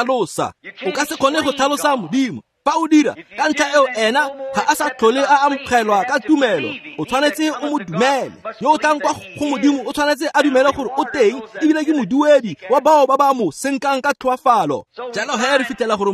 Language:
Tswana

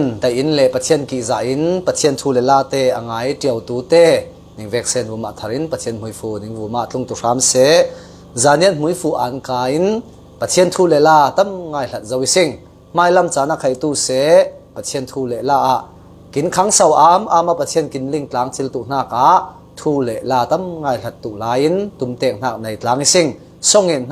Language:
Falam Chin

